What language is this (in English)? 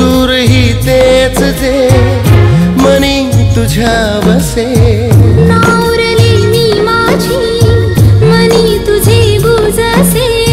Marathi